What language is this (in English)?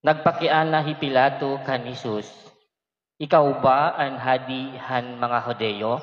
Waray